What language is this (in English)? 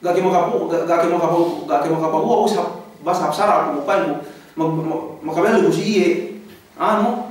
Yakan